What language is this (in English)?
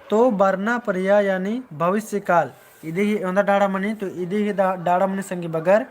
Kurukh